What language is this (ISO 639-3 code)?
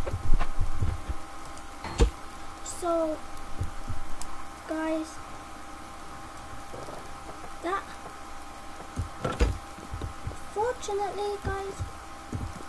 eng